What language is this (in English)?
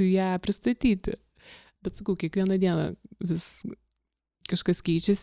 Lithuanian